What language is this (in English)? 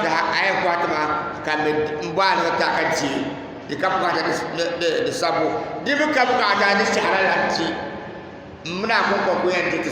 Dagbani